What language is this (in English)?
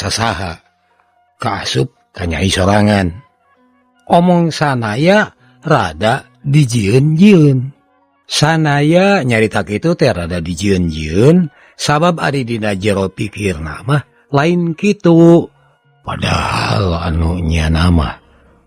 Sundanese